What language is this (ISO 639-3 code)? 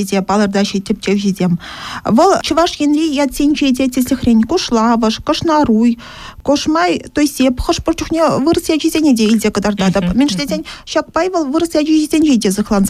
chv